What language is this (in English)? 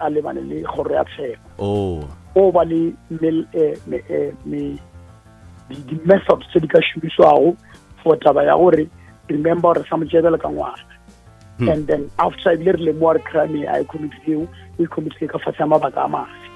Northern Sotho